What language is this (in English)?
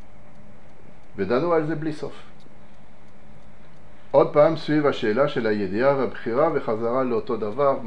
Hebrew